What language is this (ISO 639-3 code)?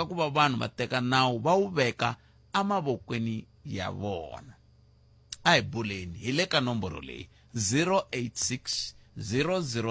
tso